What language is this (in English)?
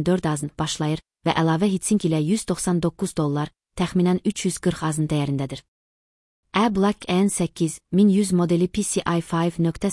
Azerbaijani